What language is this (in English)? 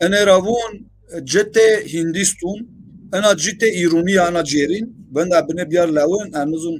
Zaza